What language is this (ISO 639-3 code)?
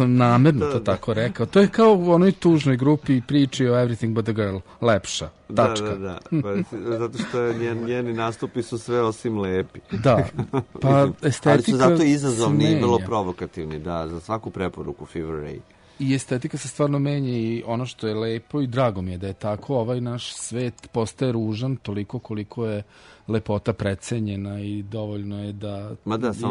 srp